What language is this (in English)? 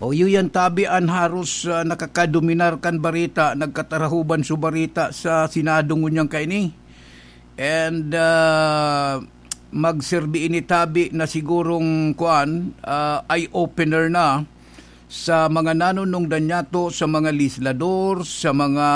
Bikol